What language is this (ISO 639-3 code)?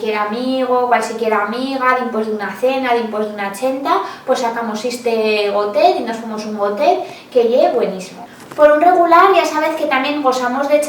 arg